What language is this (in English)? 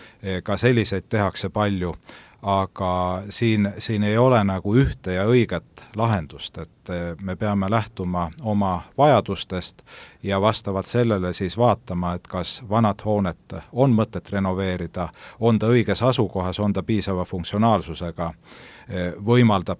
Estonian